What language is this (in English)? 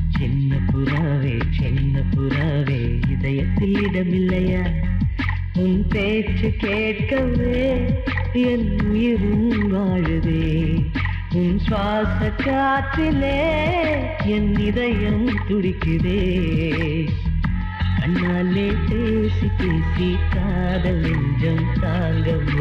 Tamil